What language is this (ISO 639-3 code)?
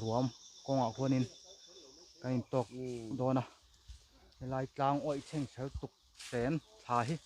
lus